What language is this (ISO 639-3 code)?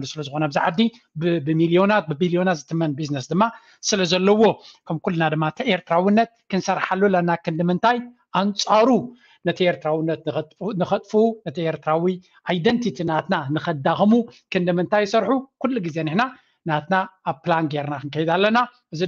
tir